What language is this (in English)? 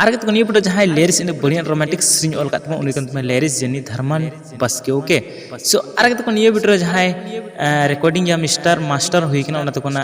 Santali